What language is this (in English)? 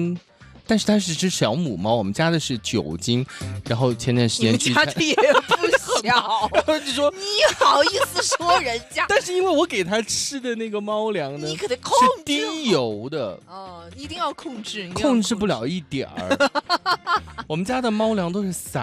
Chinese